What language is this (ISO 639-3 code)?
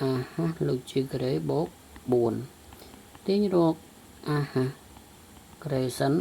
khm